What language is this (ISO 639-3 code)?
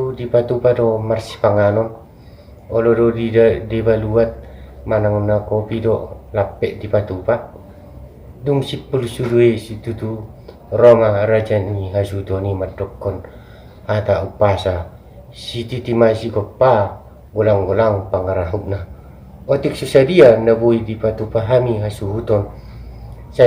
bbc